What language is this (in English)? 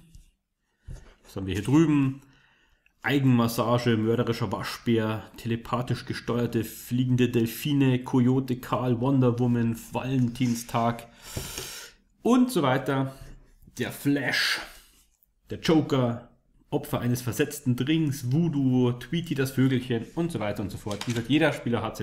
German